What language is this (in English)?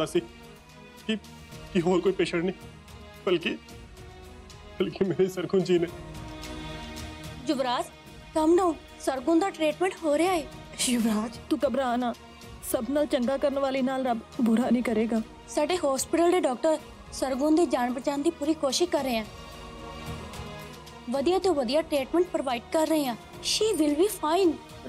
Punjabi